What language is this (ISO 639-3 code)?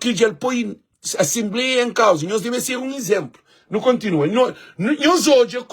kea